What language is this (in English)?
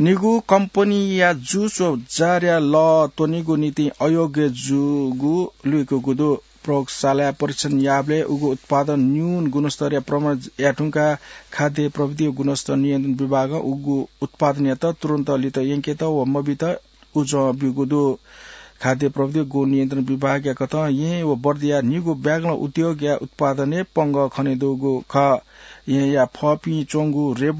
Newari